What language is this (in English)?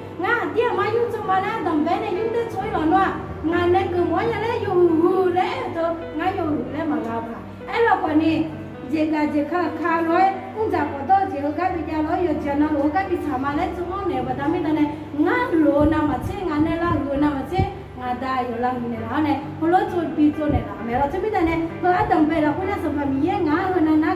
Akha